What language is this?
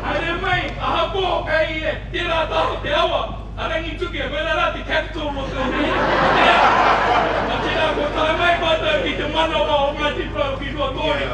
Māori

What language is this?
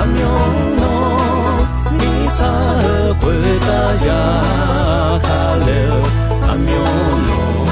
Akha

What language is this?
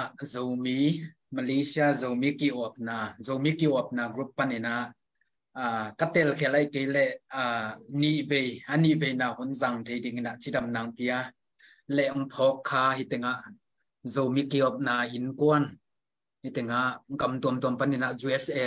Tedim Chin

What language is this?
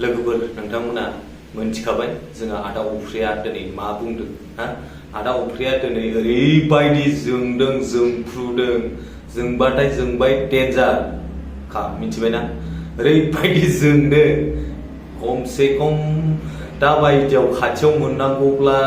Bodo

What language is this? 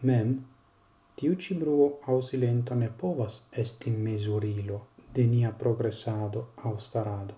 Esperanto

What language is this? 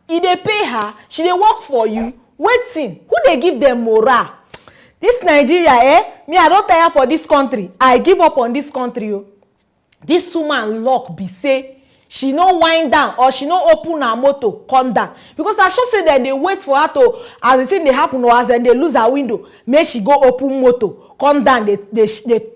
Nigerian Pidgin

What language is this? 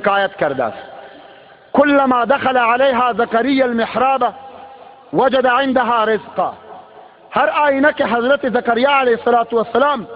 Tajik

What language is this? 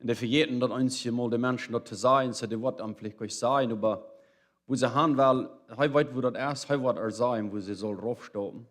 Plautdietsch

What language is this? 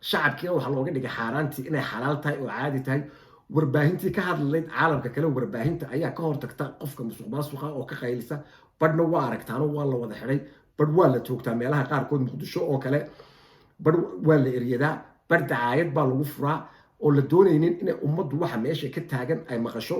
Somali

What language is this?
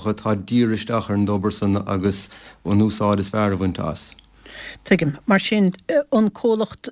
Irish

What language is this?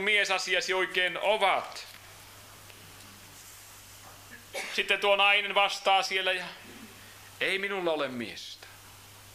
Finnish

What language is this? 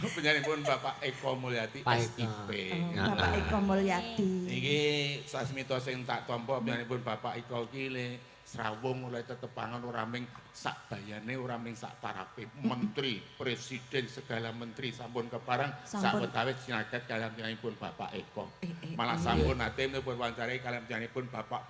Javanese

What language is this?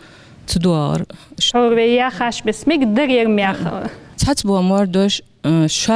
Ingush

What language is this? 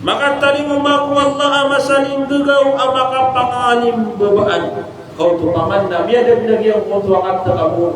Maranao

